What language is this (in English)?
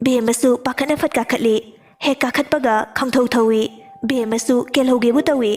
Manipuri